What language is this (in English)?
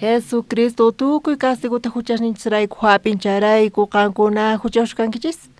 South Bolivian Quechua